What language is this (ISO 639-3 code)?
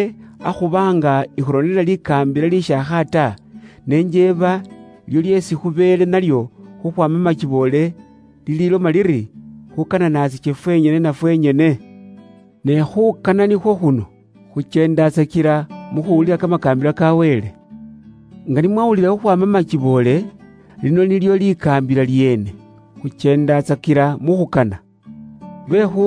luy